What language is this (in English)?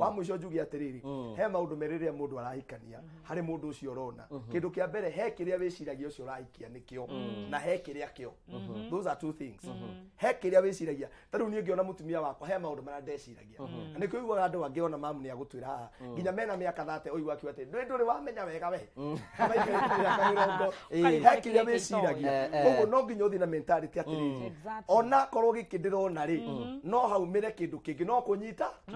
Kikuyu